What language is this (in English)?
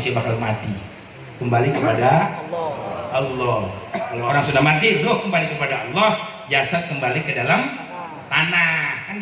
Betawi